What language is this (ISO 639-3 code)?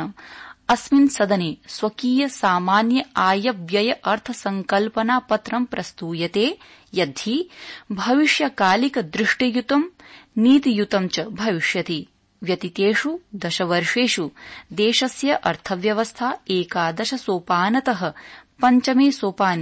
san